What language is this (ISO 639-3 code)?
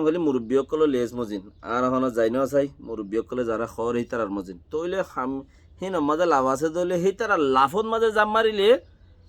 rhg